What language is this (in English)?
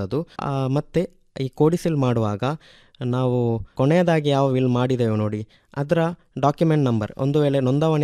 Kannada